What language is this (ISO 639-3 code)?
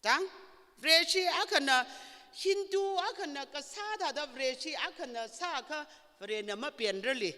nmf